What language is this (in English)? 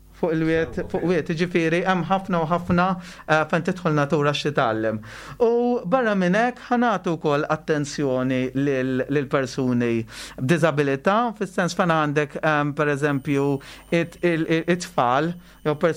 Maltese